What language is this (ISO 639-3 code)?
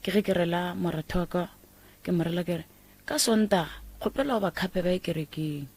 nso